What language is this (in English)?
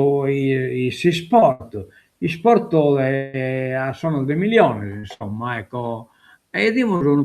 Sardinian